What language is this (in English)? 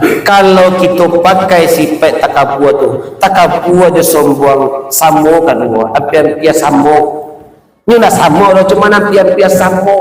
Minangkabau